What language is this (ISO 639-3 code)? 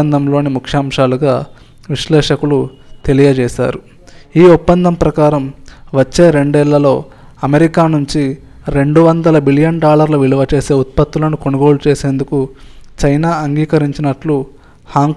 tel